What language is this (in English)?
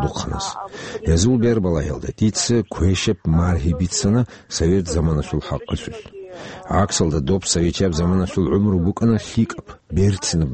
Avaric